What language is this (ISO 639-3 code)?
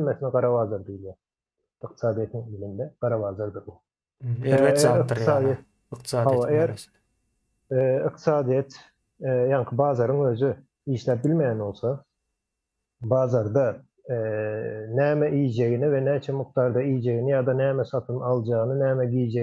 tuk